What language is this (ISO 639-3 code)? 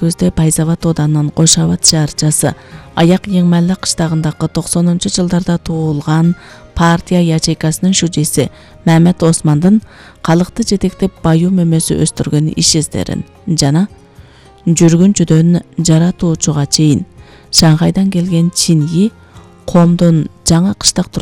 kir